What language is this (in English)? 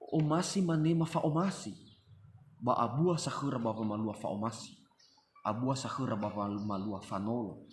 Nias